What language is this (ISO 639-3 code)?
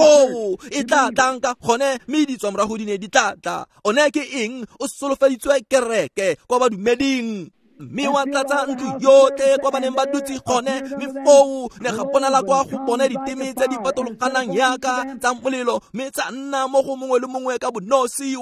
tsn